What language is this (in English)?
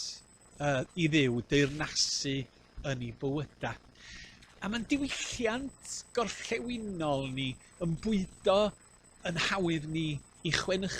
Welsh